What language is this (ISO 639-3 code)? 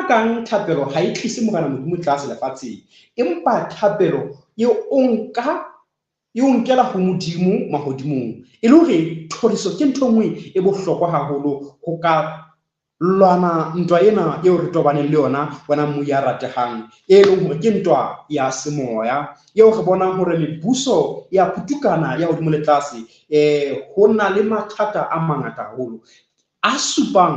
sot